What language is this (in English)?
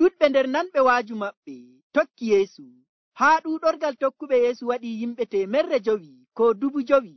Nigerian Fulfulde